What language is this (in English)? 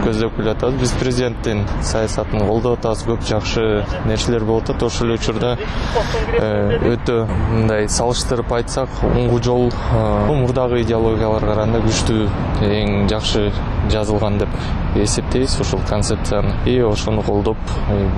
Kyrgyz